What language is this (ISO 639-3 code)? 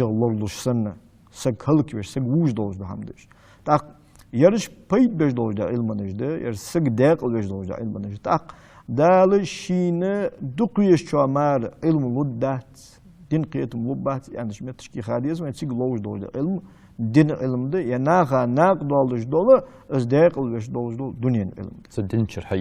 inh